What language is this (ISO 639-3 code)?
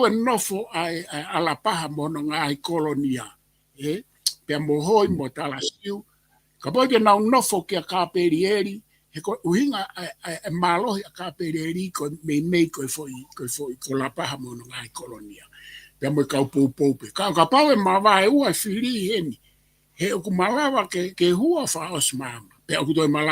ton